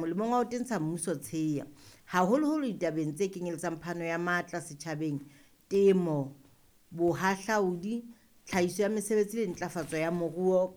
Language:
Southern Sotho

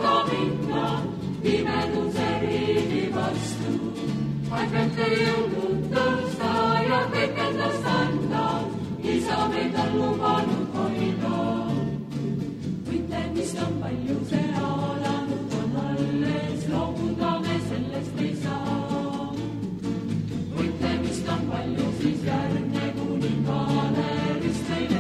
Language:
Estonian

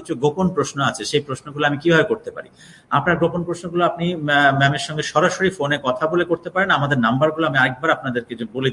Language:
Bangla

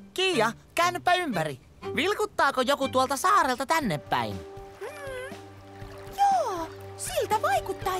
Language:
Finnish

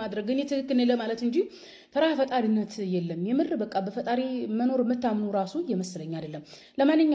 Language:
Amharic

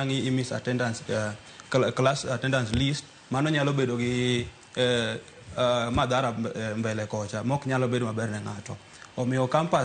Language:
Luo (Kenya and Tanzania)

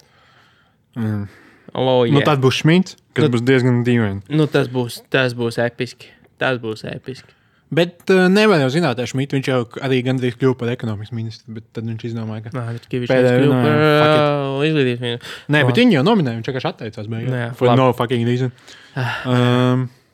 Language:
Latvian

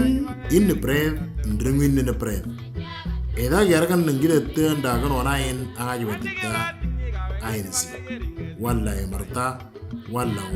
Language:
Moro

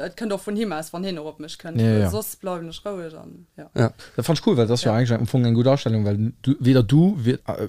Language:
Luxembourgish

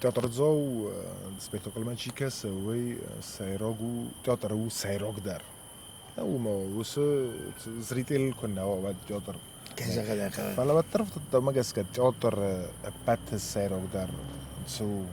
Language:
Ossetic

